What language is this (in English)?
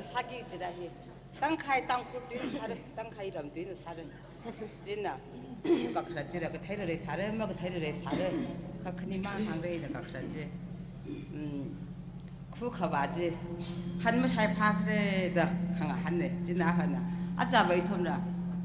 Tangkhul Naga (India)